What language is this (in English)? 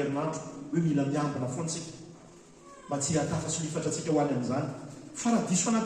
Malagasy